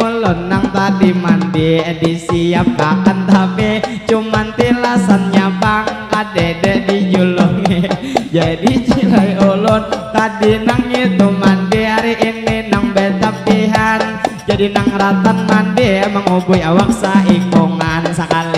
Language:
Banjar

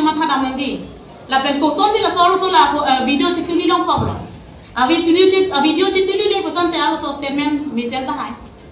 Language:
Karbi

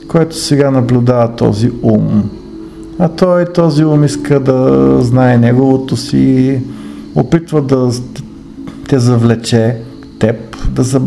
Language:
Bulgarian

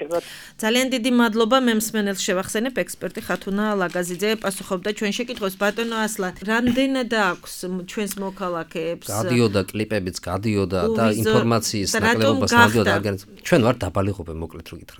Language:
Georgian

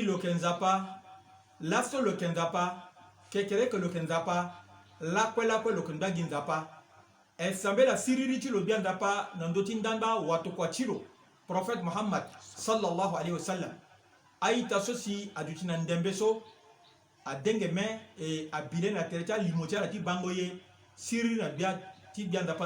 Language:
Sango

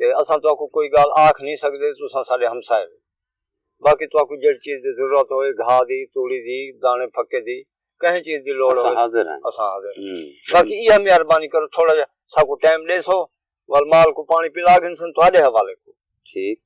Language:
Saraiki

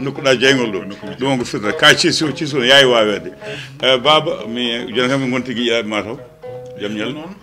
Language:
Fula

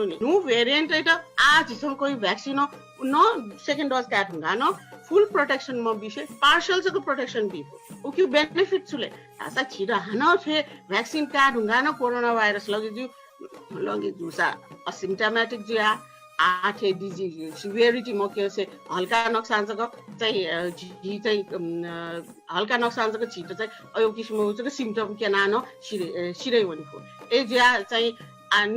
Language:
Newari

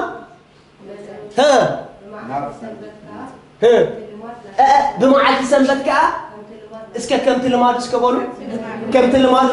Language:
Tigrinya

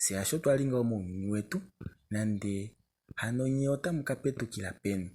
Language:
Kuanyama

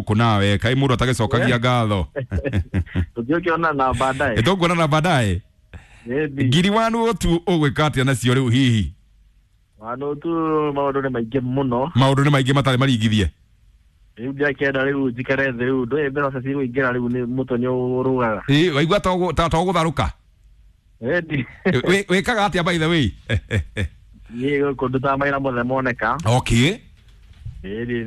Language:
Kikuyu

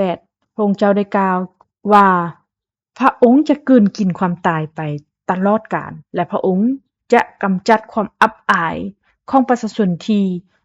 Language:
Lao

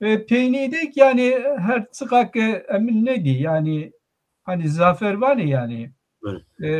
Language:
Zaza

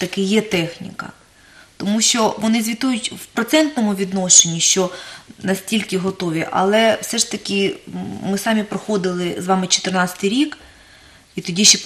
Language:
Ukrainian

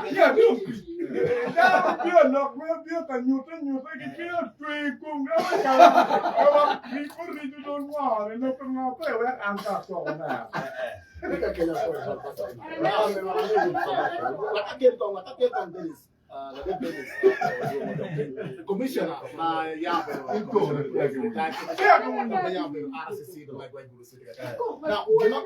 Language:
Acoli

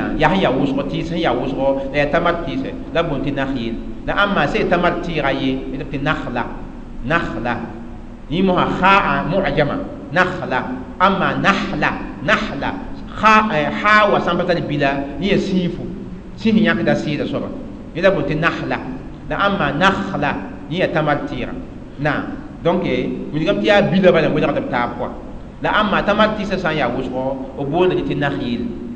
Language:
Mossi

